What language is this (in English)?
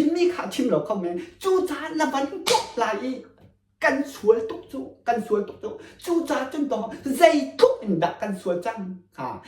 Hakha Chin